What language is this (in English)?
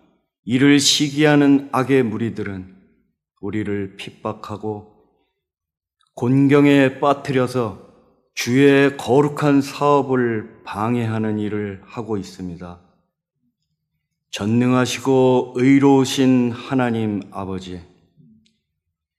Korean